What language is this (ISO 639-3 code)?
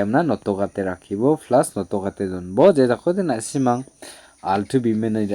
grt